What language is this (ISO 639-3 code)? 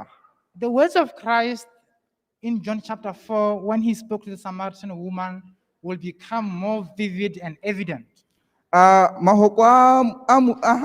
tsn